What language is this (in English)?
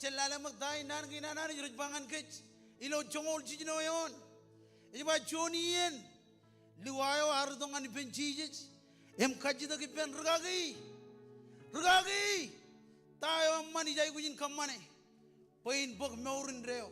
Marshallese